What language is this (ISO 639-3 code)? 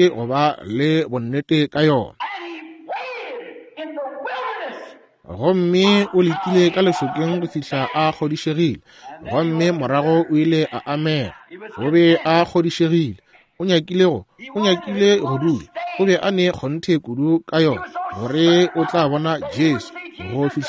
nso